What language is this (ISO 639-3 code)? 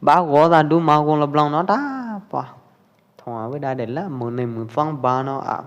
kjp